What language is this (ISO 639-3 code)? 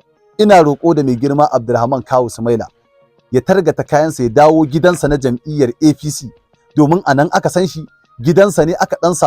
hau